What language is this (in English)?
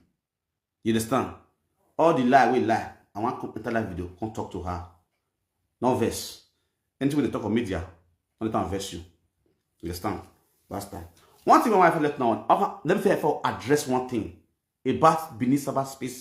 Nigerian Pidgin